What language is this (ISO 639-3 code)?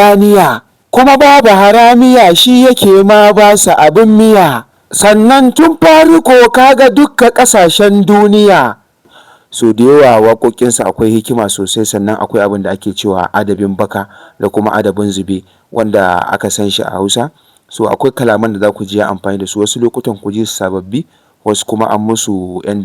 hau